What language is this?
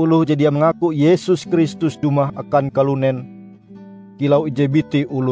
Ngaju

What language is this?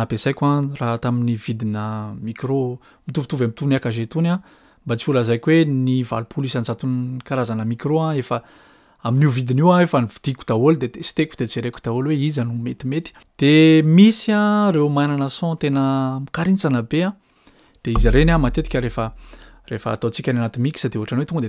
Malagasy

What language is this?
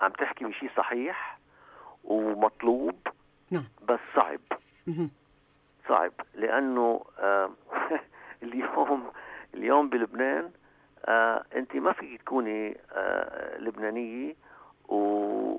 North Levantine Arabic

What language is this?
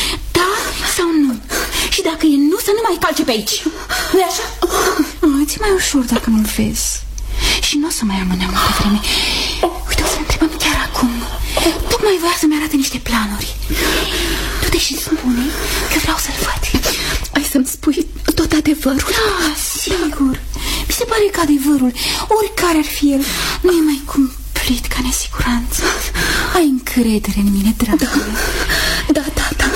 Romanian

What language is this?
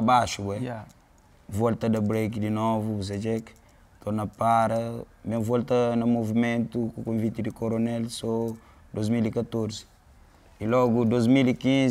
Kabuverdianu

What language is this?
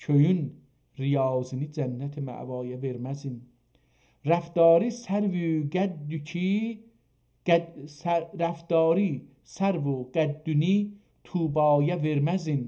South Azerbaijani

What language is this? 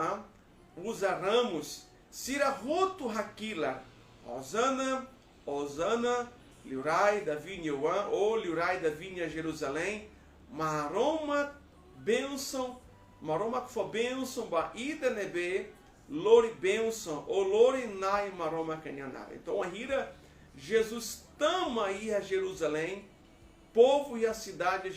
Tetum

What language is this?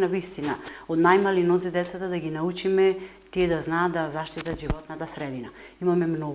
Macedonian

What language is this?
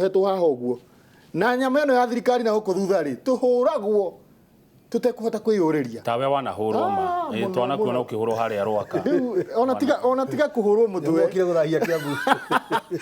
Kikuyu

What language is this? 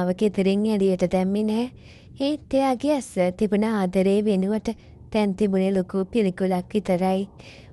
Sinhala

